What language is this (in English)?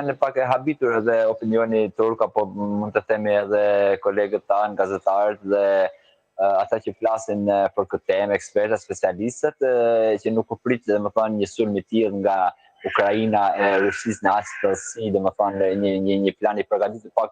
Albanian